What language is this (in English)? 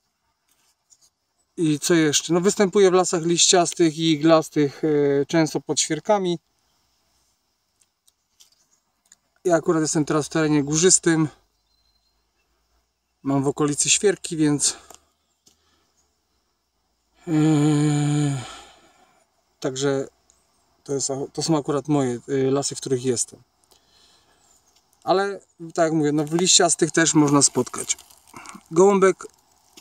Polish